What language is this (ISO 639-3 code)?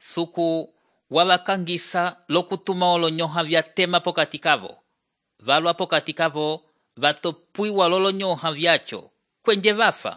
umb